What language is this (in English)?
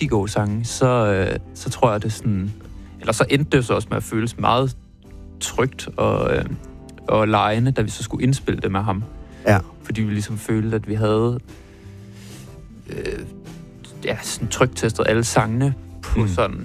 Danish